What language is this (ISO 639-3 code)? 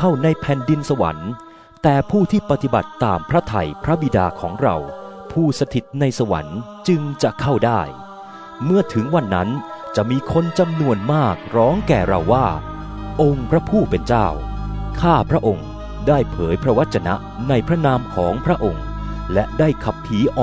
tha